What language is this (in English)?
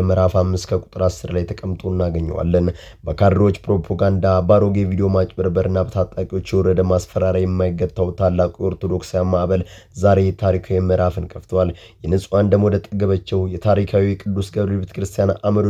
Amharic